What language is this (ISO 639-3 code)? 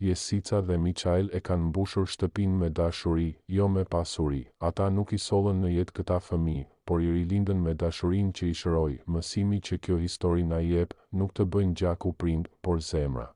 sqi